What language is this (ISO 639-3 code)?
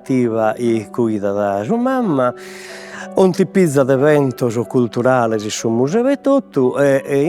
srd